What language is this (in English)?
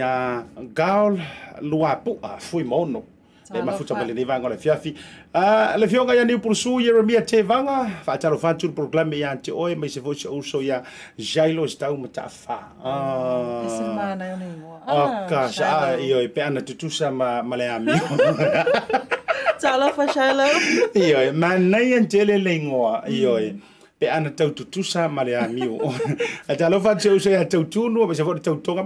Samoan